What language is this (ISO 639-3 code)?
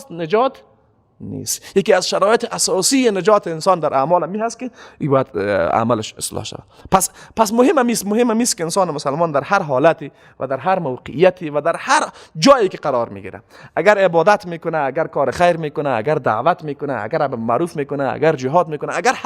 fas